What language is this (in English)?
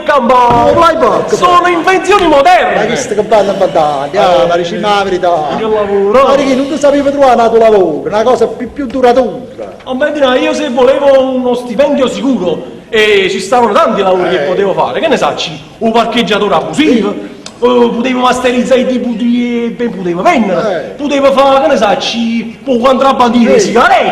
Neapolitan